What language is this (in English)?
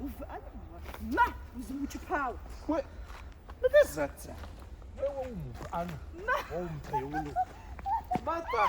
Kabardian